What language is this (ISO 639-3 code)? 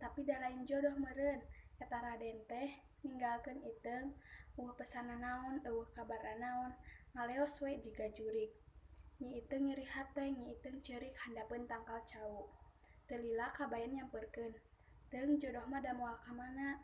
sun